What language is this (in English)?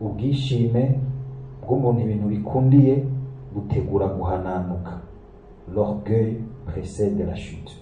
Rundi